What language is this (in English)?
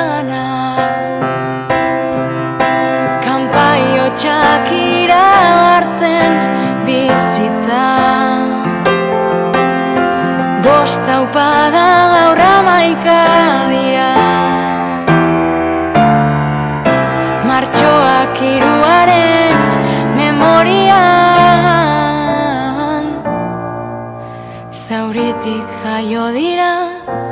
Basque